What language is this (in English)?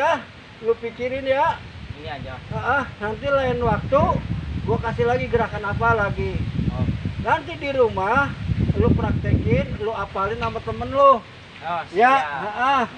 Betawi